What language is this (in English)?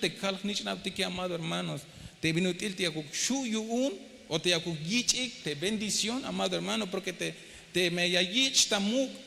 Tzeltal